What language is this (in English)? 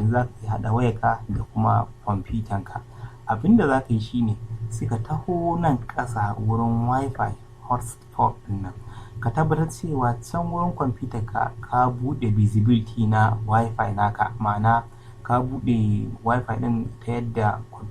Hausa